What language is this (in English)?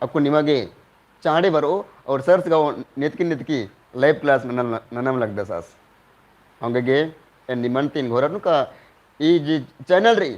Kurukh